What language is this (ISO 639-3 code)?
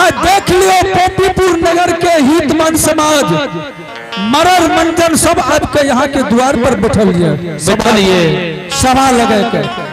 anp